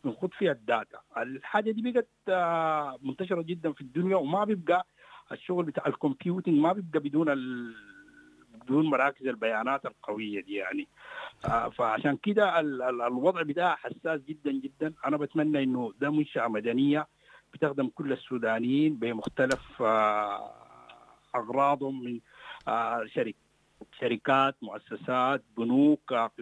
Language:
Sudanese Arabic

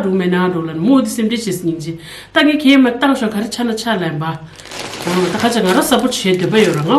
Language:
Tibetan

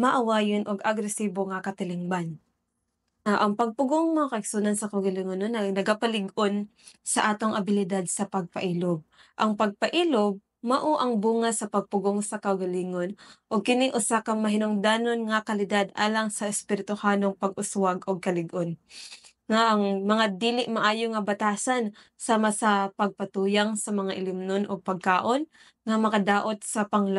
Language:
Cebuano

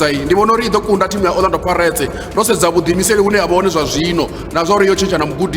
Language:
Venda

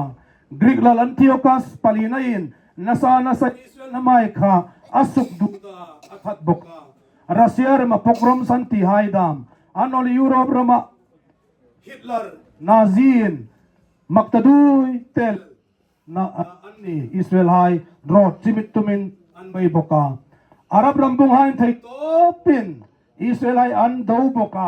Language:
Hmar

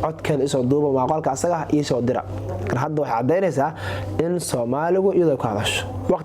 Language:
Somali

